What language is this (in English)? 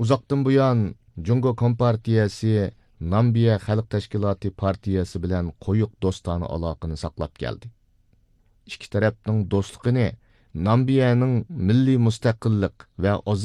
Uyghur